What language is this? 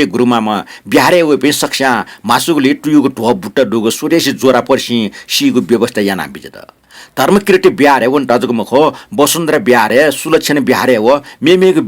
Newari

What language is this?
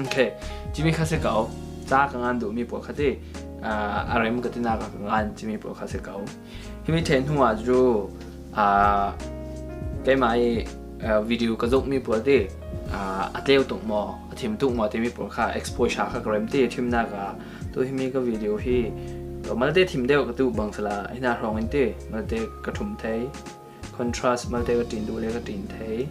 Falam Chin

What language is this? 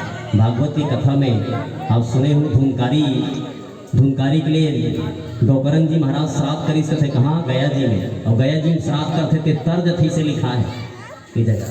Chhattisgarhi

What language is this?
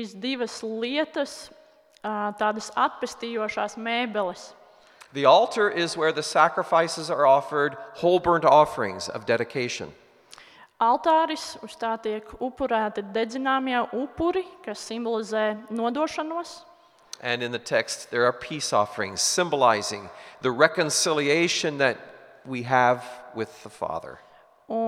Latvian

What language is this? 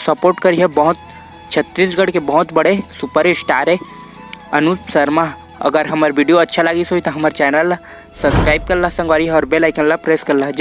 Chhattisgarhi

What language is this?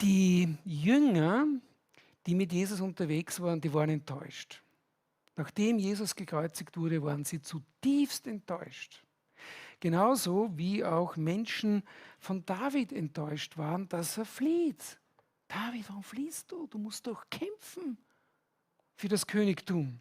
Swiss German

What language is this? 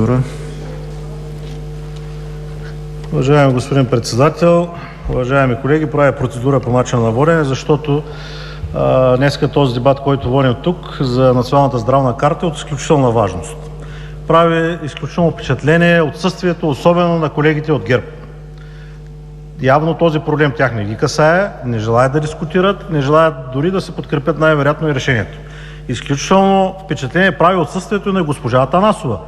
Bulgarian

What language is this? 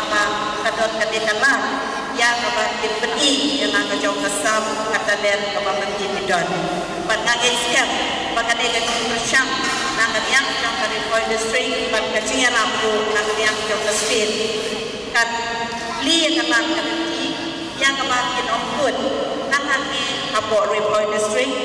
Khasi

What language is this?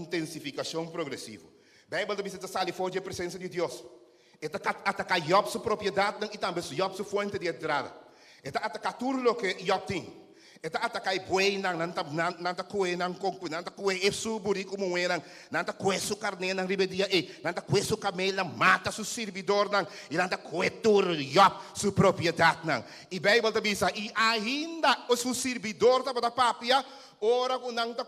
Papiamento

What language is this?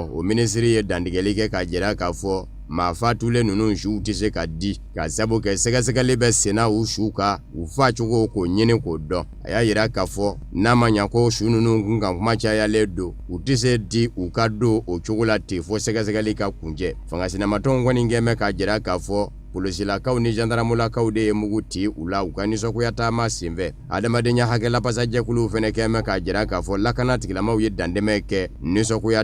Bambara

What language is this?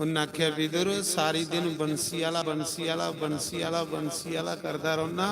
Dogri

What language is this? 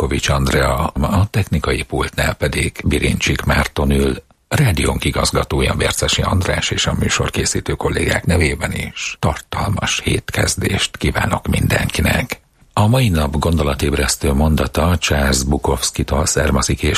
Hungarian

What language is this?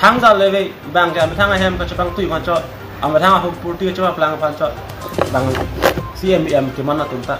Karbi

